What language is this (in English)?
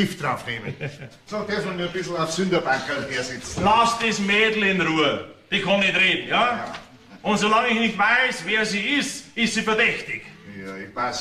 Bavarian